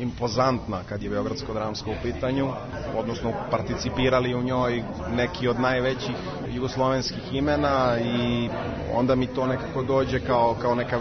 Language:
Serbian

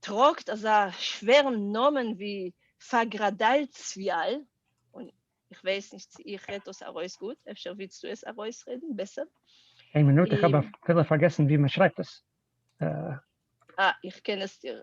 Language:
Yiddish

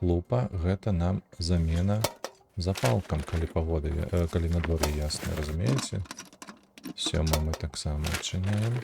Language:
Belarusian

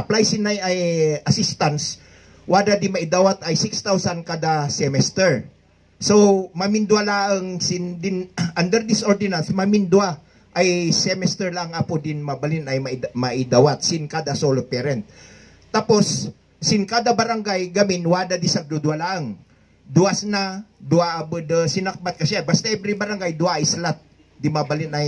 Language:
Kankanaey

